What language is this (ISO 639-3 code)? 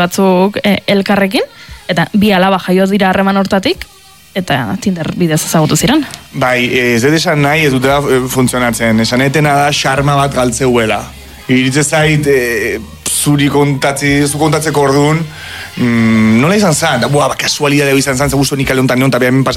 eus